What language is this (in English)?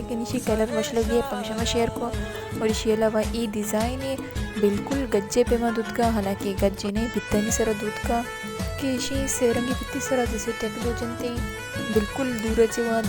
Baluchi